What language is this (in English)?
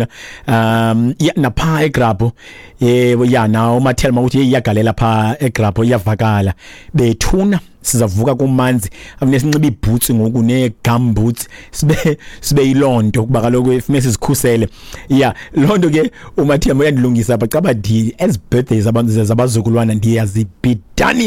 Xhosa